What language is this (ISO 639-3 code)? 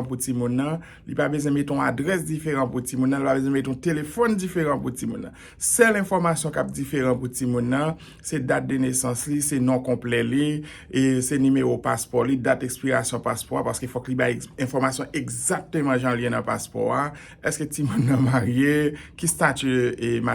hat